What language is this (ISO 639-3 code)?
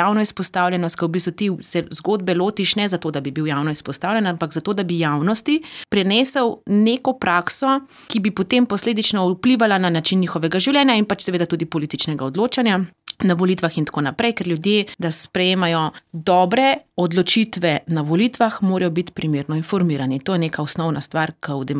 slv